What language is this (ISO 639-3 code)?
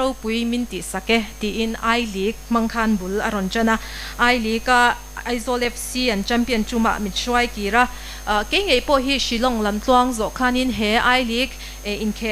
lus